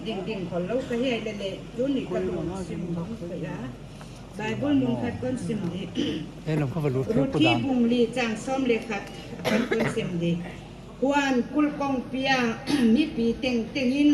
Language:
Paite Chin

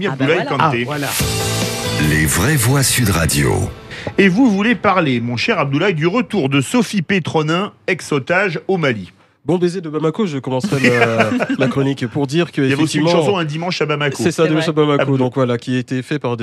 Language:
French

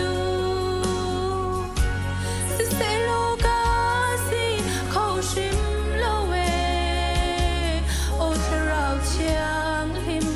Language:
Hakha Chin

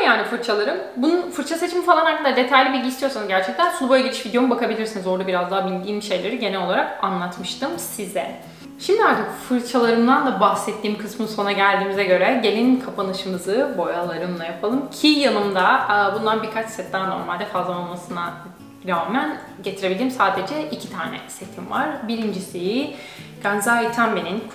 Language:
Turkish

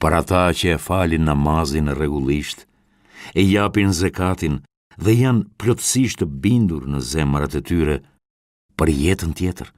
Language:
Albanian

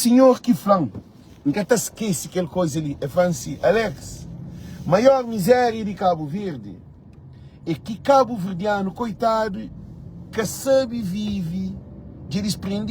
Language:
Kabuverdianu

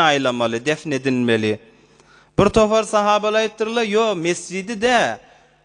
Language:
Turkmen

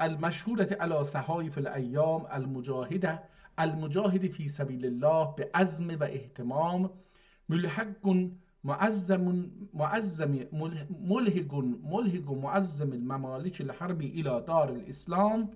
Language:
South Azerbaijani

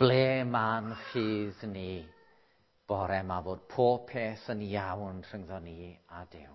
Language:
Welsh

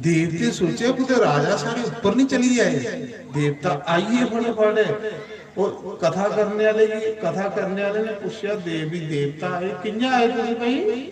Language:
Dogri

